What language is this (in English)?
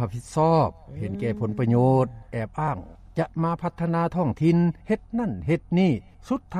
Lao